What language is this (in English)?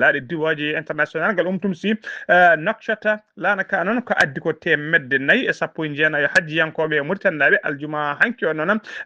Fula